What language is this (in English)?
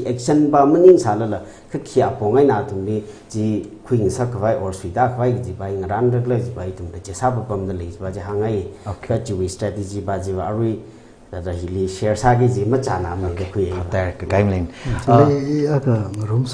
Tangkhul Naga (India)